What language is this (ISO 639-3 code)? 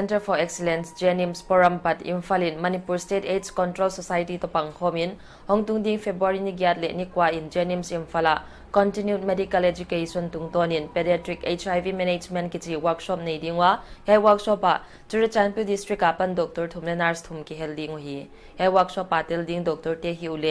pck